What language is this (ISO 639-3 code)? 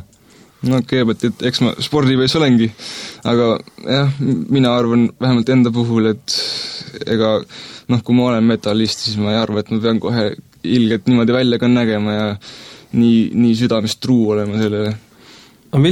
est